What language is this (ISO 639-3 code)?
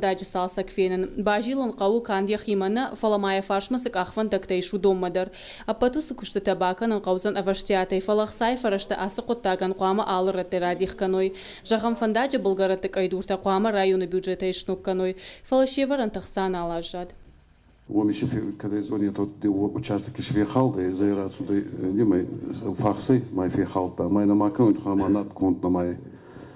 oss